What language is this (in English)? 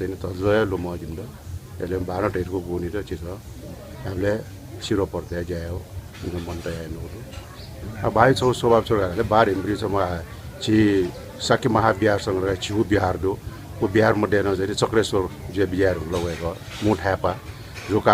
Newari